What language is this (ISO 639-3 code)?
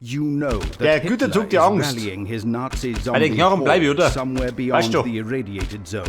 bar